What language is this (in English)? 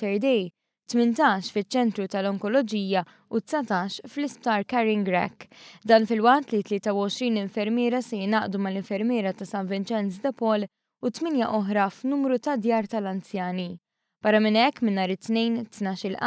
Maltese